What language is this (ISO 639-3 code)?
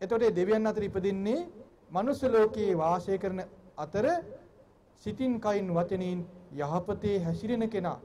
sin